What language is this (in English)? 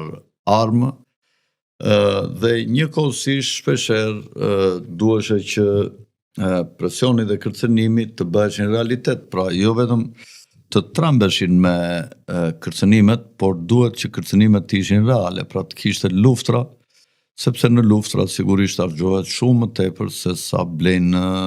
Albanian